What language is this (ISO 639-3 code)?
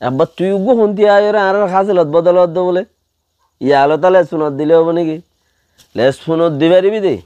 rhg